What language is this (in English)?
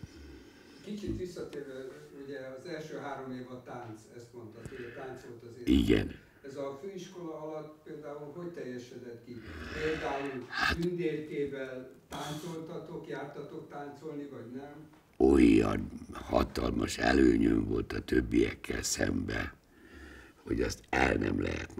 Hungarian